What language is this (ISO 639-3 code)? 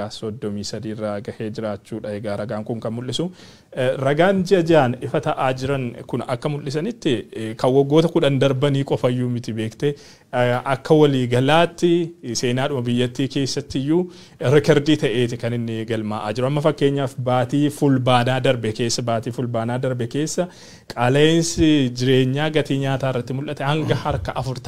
orm